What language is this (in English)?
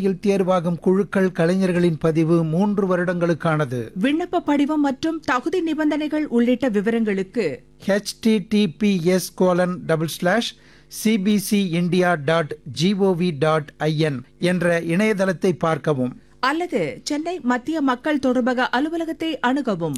Tamil